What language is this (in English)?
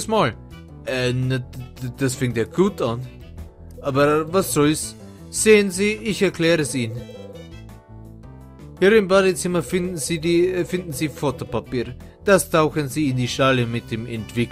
German